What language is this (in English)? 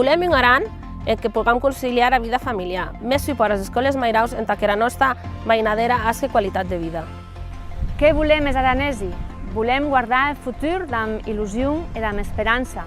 Occitan